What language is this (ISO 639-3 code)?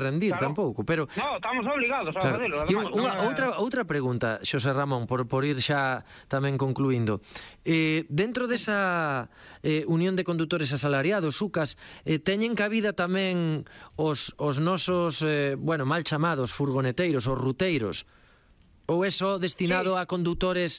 glg